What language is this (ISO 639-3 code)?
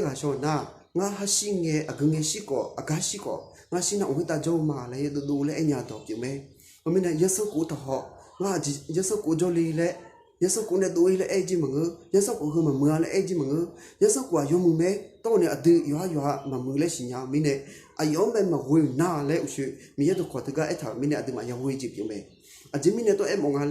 ahk